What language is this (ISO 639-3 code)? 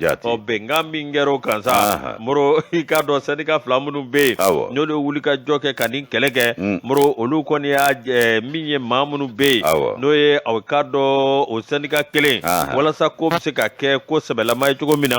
bam